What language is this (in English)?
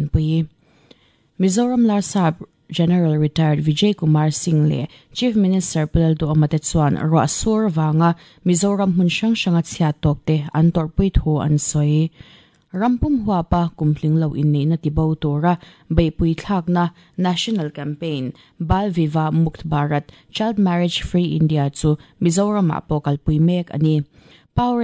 Mizo